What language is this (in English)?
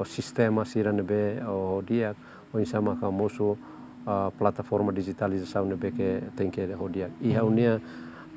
Tetum